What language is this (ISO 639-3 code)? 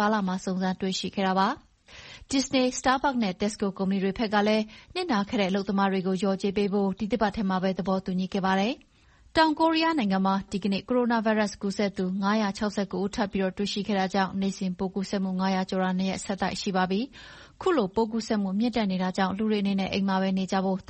mya